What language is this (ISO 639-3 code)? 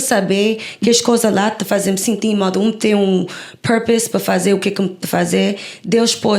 kea